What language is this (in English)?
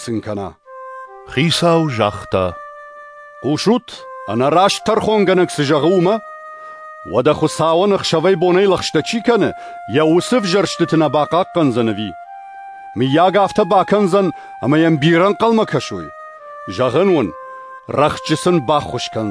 Ossetic